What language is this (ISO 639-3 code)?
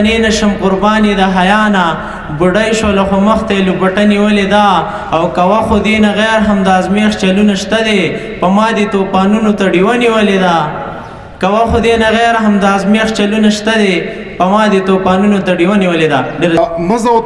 pus